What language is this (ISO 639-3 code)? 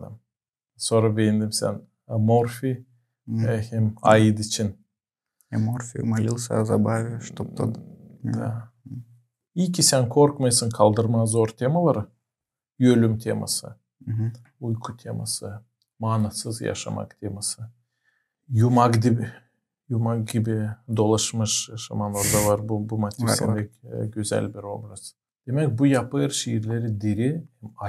gag